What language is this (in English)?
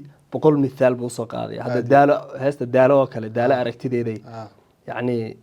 Somali